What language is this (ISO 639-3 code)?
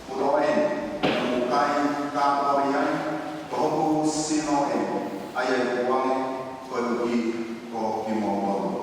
ton